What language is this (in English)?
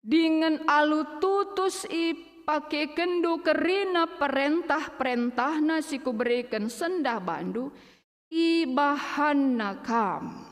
Batak Karo